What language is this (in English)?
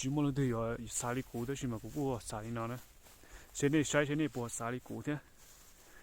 Hmong